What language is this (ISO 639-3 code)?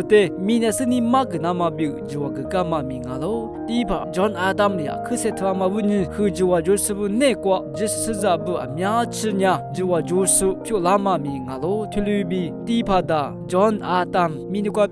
lis